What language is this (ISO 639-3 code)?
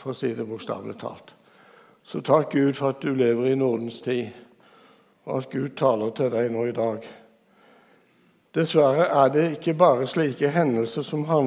nor